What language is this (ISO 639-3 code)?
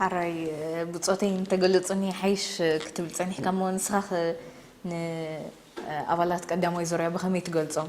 tir